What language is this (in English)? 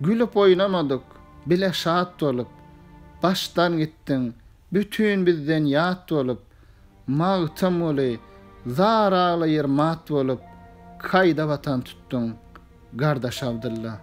Turkmen